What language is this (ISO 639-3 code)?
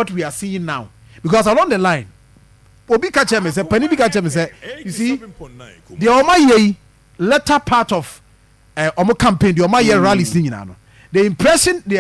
aka